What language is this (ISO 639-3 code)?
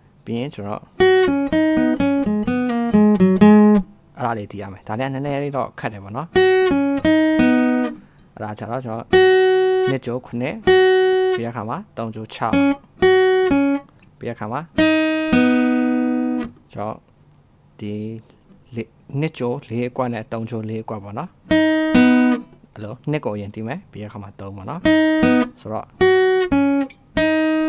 mya